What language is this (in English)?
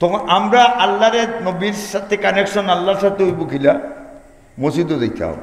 Sylheti